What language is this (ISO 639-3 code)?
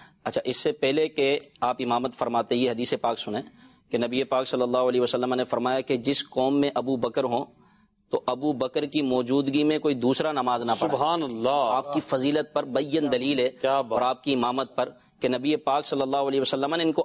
urd